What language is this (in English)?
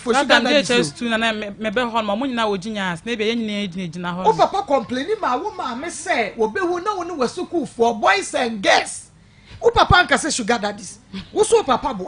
Akan